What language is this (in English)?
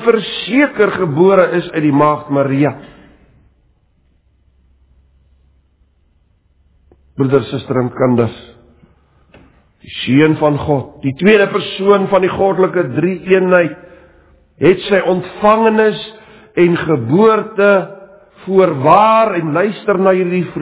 Afrikaans